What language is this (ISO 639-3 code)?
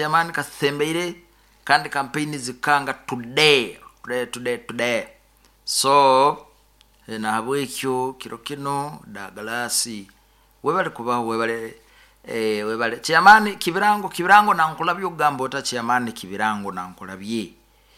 nyo